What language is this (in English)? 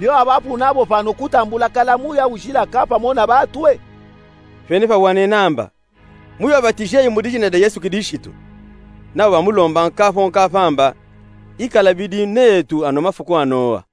Luba-Katanga